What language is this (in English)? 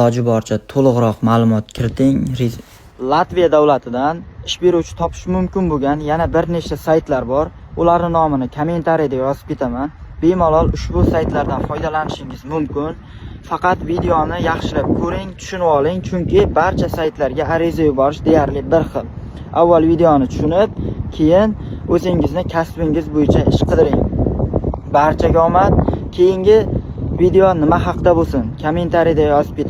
Uzbek